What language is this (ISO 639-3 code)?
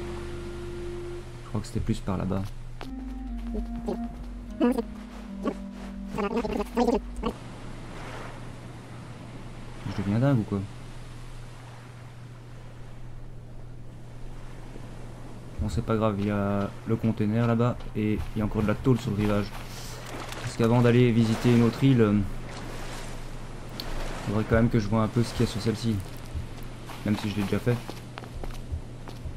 fra